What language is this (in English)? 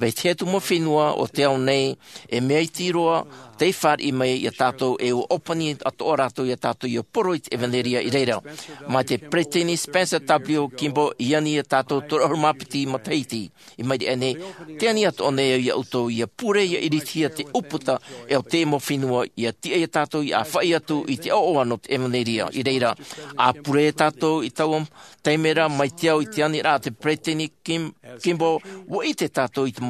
Tahitian